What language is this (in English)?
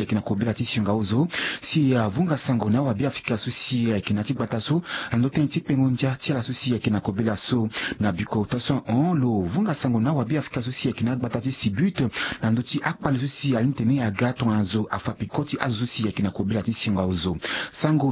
Sango